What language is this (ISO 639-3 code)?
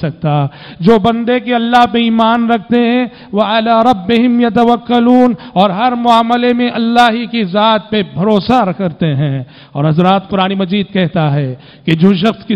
urd